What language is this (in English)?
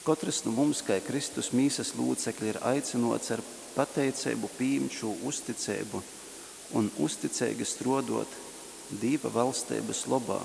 Latgalian